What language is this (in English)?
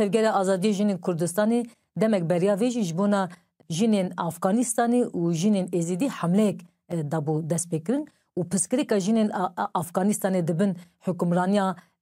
Kurdish